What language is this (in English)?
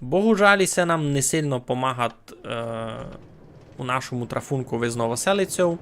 Rusyn